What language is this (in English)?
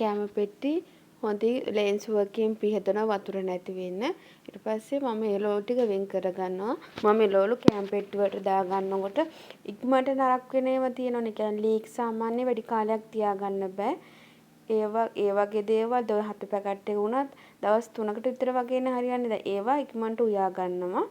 Sinhala